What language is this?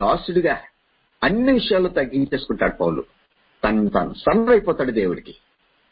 Telugu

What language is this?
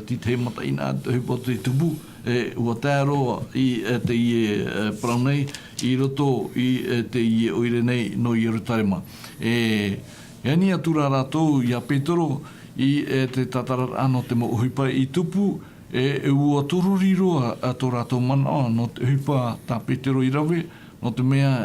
Tahitian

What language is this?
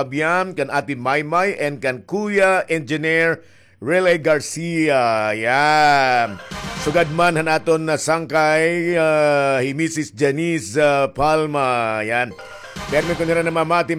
Waray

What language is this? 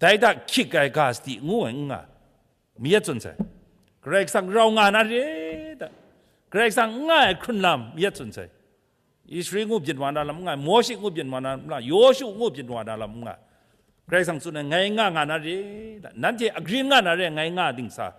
Kachin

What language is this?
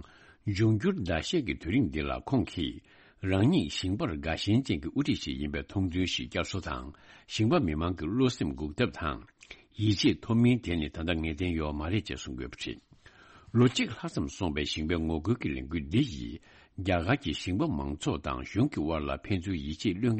Tibetan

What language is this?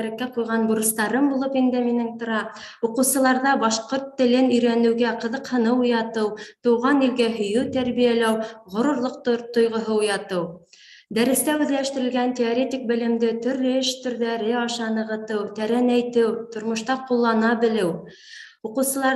Bashkir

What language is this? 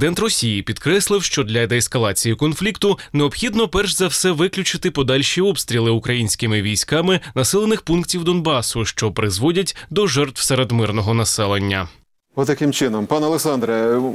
Ukrainian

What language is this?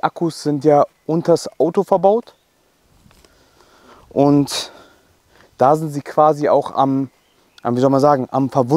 German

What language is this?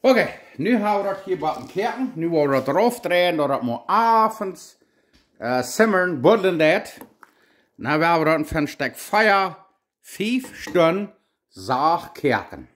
Plautdietsch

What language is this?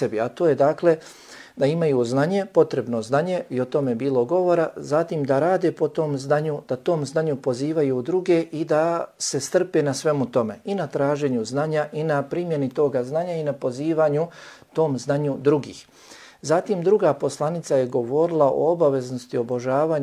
Bosnian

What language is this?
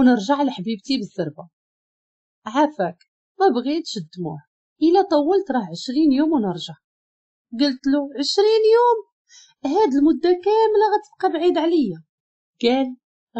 Moroccan Arabic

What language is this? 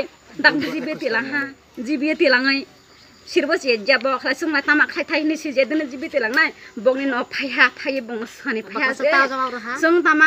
Kok Borok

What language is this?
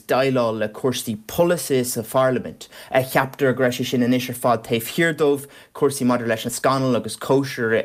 Irish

